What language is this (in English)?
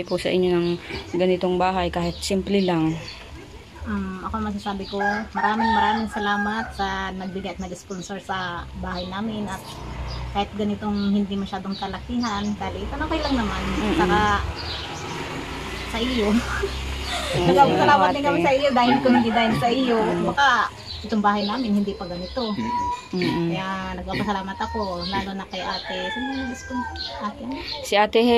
Filipino